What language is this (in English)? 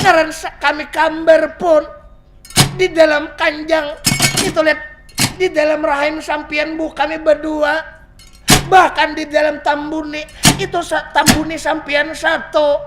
Banjar